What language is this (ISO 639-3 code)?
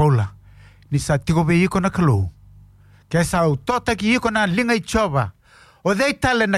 fij